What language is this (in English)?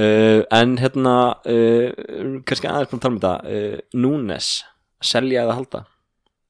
Icelandic